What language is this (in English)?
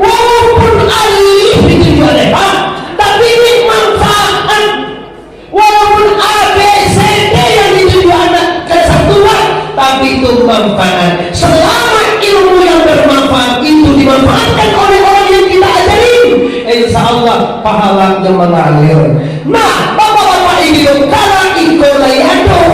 Minangkabau